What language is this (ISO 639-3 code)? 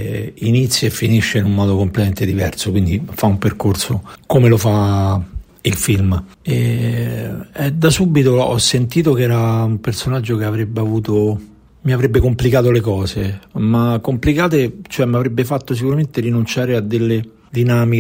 ita